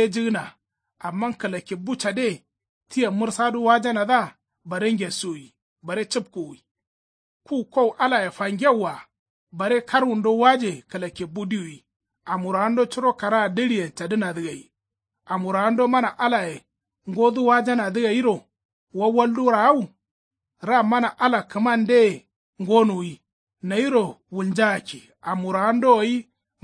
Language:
Kanuri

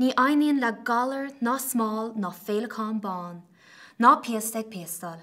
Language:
Irish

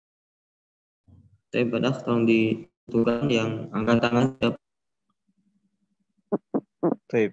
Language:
Indonesian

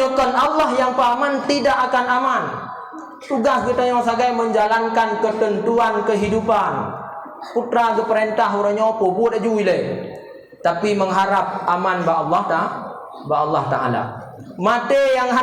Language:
Achinese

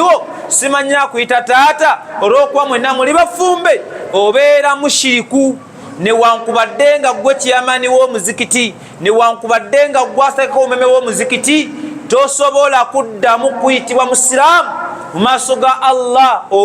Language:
Ganda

